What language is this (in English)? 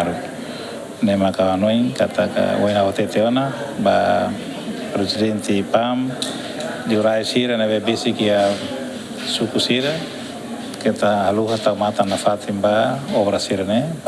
Tetum